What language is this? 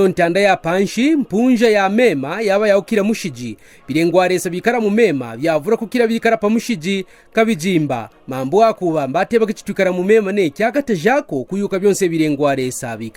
Kaonde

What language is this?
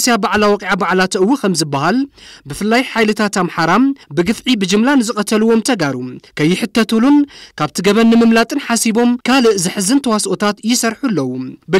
Tigrinya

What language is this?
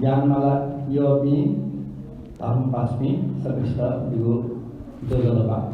Newari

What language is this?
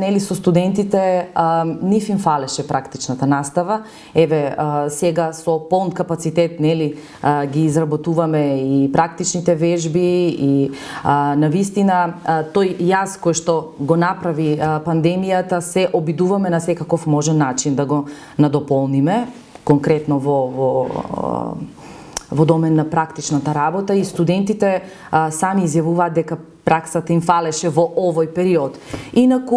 Macedonian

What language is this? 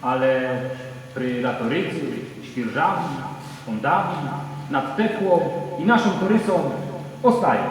Rusyn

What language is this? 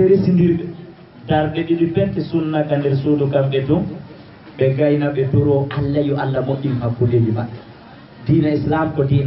Fula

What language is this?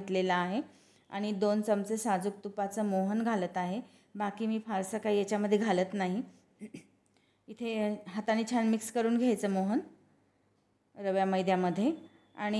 Marathi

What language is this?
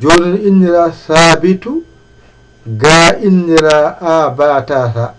Fula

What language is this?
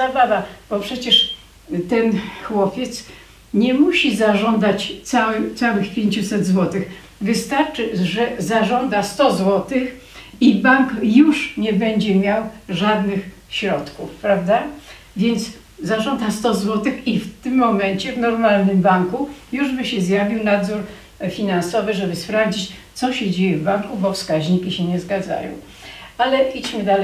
Polish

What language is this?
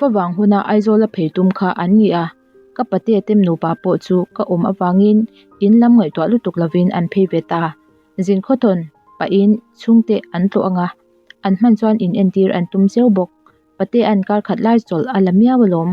Mizo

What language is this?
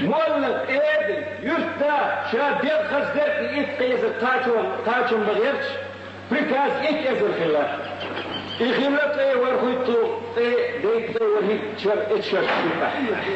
Chechen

